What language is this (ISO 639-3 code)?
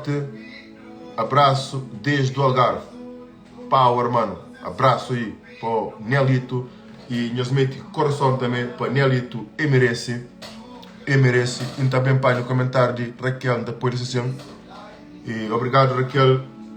kea